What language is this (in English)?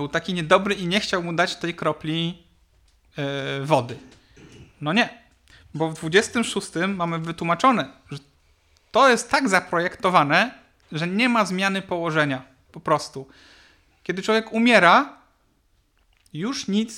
Polish